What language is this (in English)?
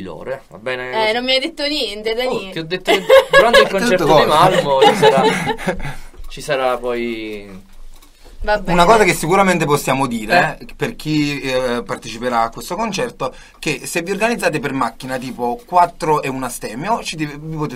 Italian